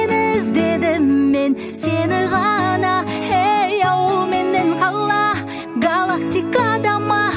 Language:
Kazakh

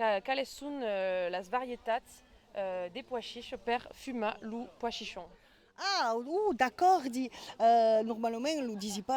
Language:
Occitan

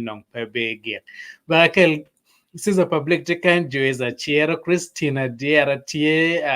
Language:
Acoli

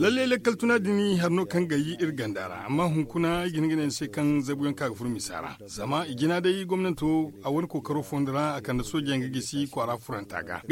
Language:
Zarma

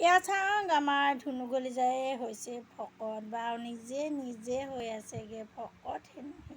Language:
Assamese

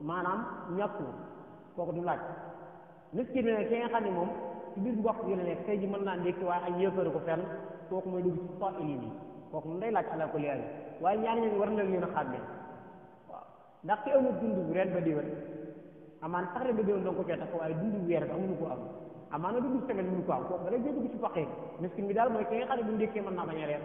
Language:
Wolof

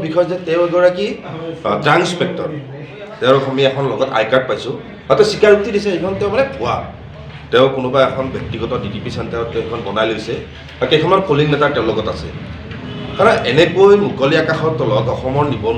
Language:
Assamese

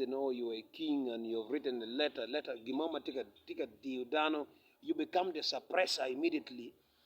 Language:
Acoli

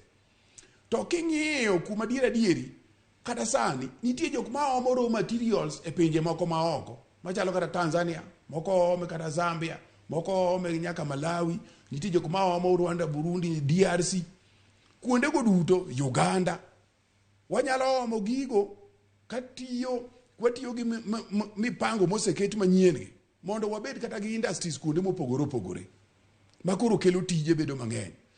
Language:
Luo (Kenya and Tanzania)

